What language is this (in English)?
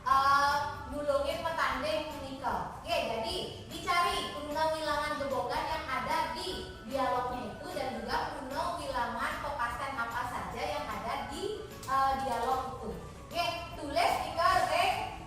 Balinese